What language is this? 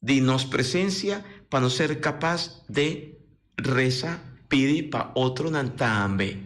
Papiamento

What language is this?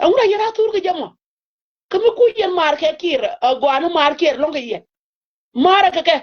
Nuer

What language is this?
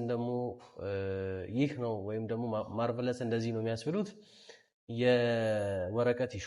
Amharic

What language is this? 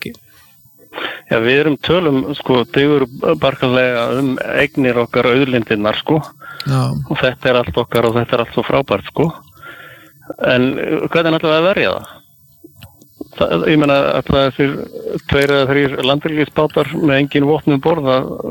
Icelandic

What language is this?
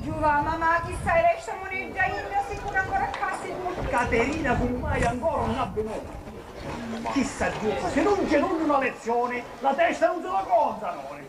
Sicilian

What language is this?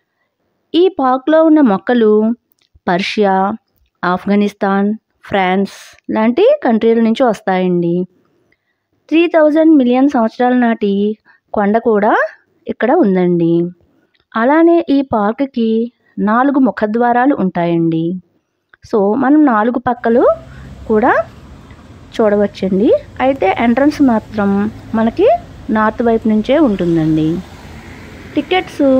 Telugu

